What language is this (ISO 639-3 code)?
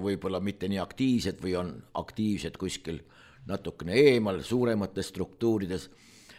est